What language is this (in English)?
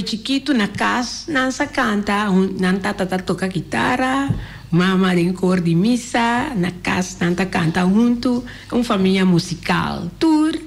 Papiamento